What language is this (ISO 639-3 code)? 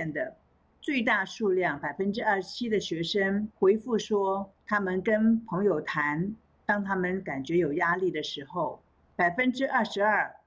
zho